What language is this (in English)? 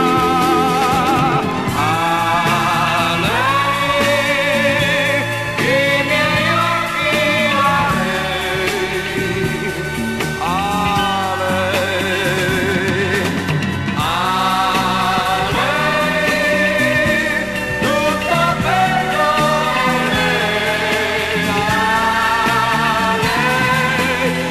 Italian